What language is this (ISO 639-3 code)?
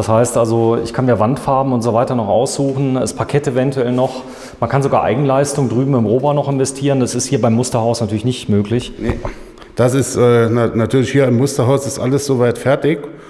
deu